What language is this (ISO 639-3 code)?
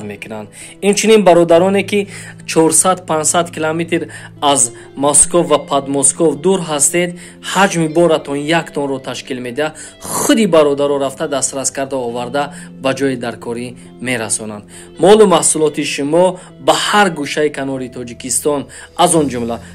tgk